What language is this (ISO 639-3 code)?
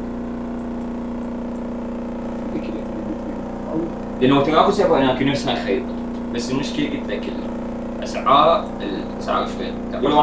acm